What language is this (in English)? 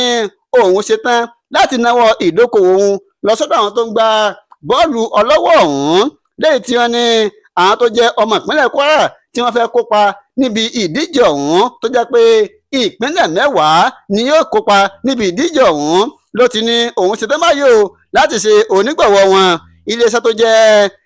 Yoruba